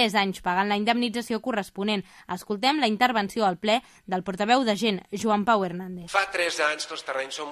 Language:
Catalan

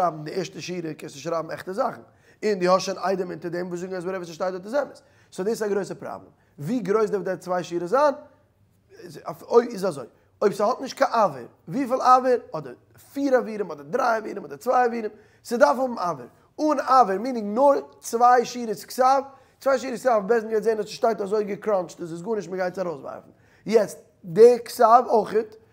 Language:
Yiddish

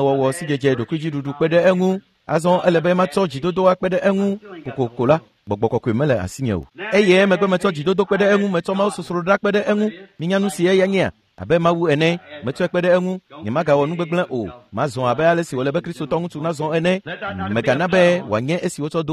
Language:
Ewe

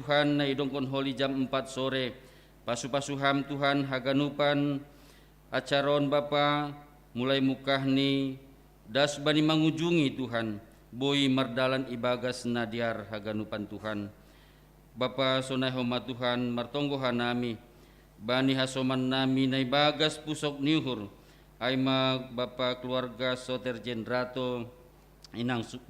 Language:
Batak Simalungun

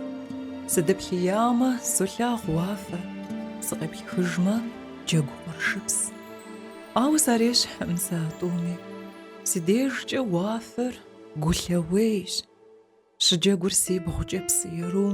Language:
Kabardian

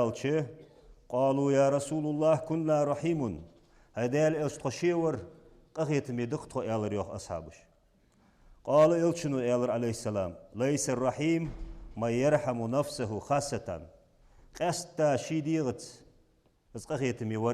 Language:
Ingush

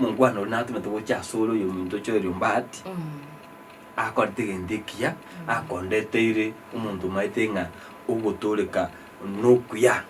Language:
Gusii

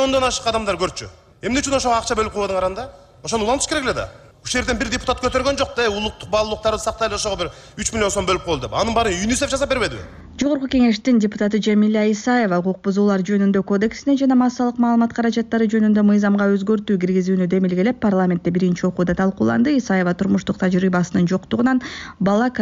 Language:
Kyrgyz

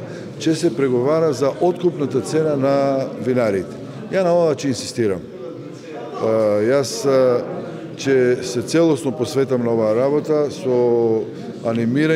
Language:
Macedonian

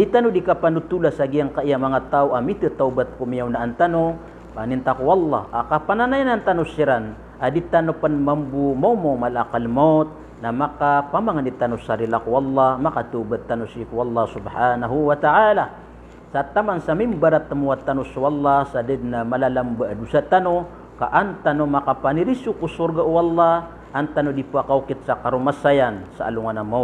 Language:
Maranao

